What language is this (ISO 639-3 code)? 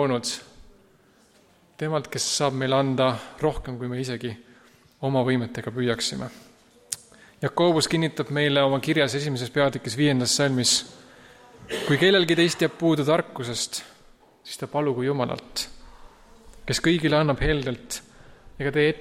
est